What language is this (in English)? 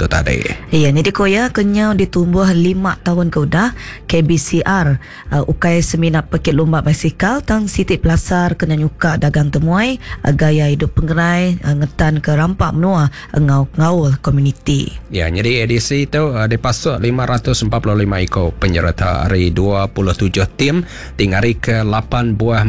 Iban